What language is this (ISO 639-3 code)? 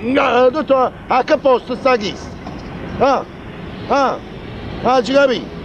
nap